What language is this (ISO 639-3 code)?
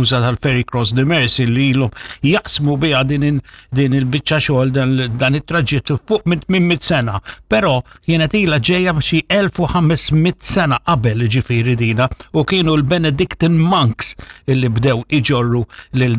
mlt